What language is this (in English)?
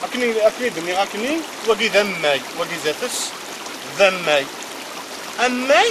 Kabyle